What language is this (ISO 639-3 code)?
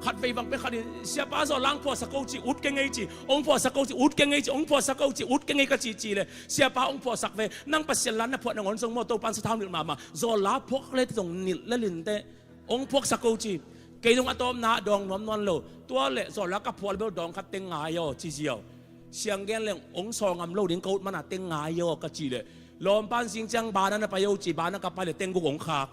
ctd